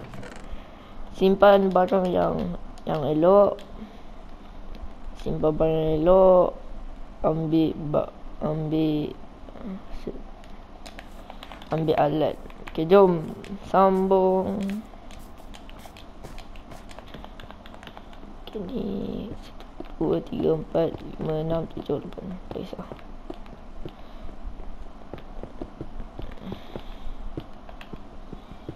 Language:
Malay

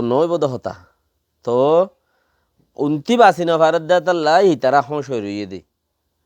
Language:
Rohingya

